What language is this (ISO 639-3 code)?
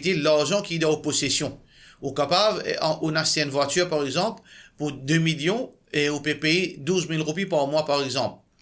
mfe